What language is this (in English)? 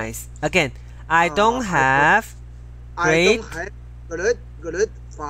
English